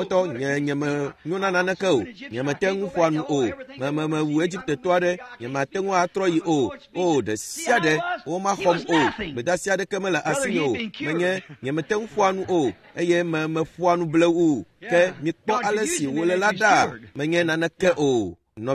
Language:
Ewe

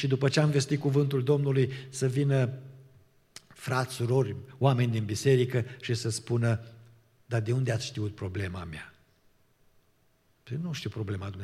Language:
Romanian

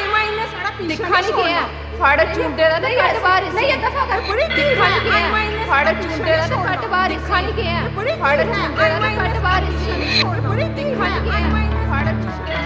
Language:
Dogri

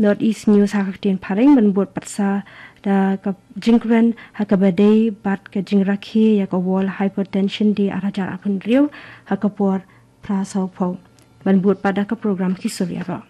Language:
Khasi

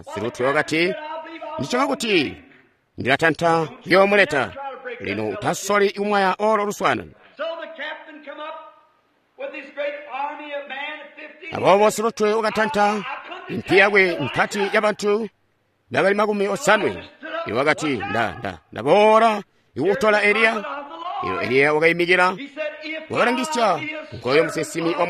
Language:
Tonga (Zambia)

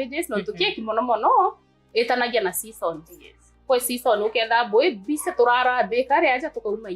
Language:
Meru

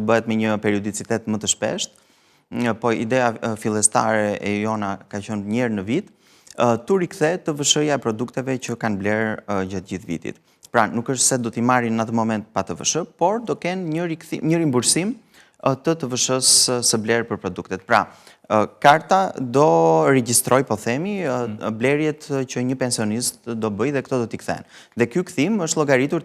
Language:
Albanian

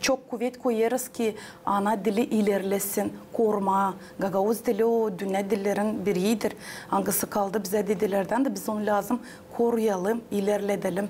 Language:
Gagauz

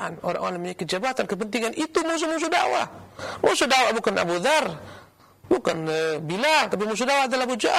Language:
Indonesian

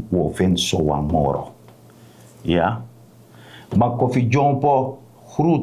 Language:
Sranan Tongo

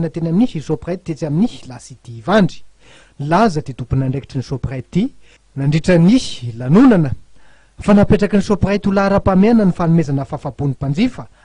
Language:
Malagasy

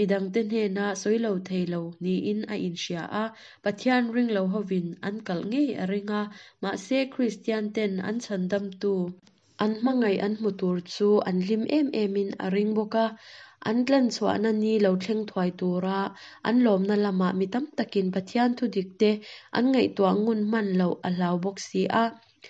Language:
Mizo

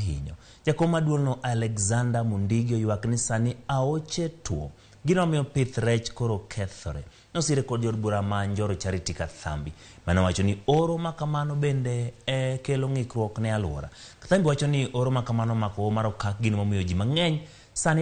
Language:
Luo (Kenya and Tanzania)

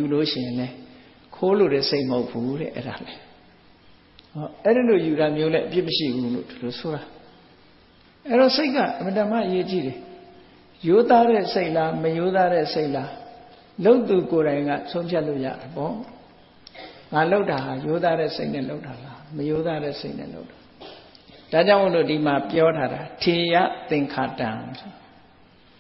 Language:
Burmese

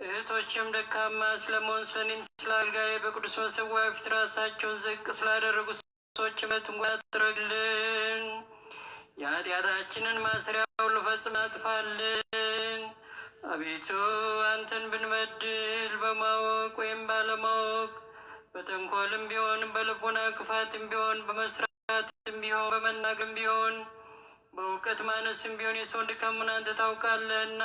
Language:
Amharic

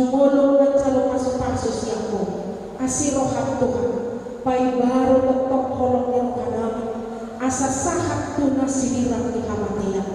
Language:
Batak Toba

